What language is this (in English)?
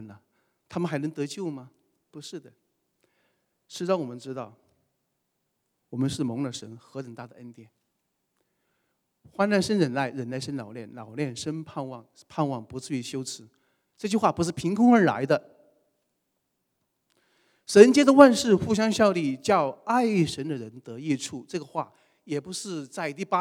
Chinese